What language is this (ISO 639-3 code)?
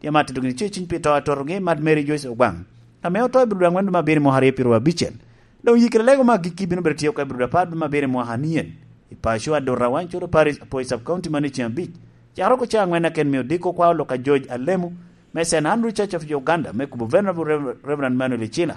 laj